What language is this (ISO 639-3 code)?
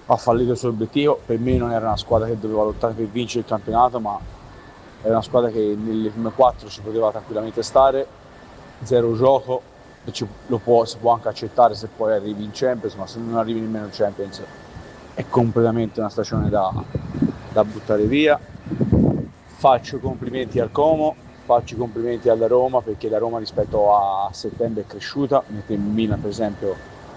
ita